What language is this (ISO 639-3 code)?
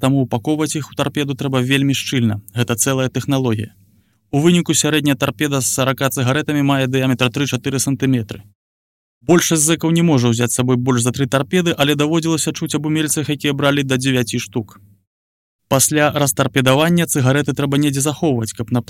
bel